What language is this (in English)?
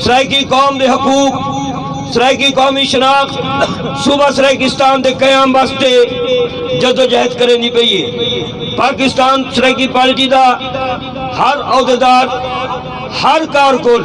Saraiki